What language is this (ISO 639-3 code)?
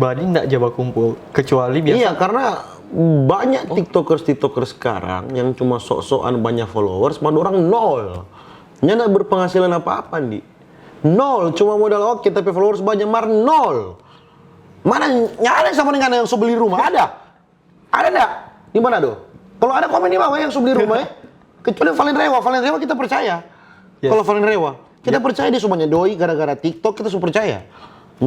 xmm